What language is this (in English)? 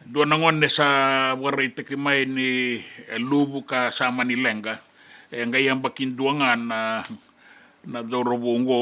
Fijian